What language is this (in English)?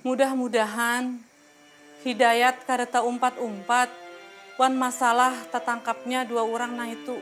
Banjar